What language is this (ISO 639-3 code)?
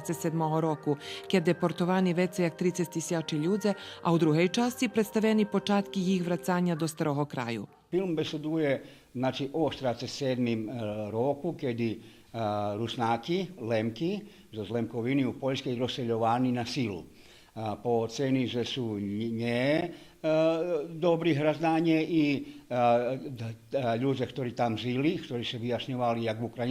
rue